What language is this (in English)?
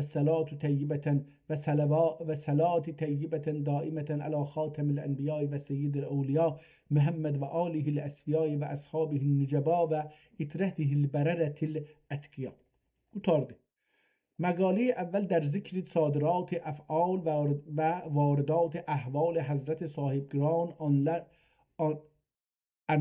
South Azerbaijani